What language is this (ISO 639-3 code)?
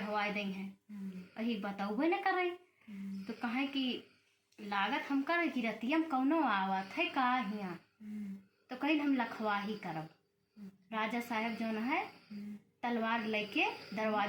awa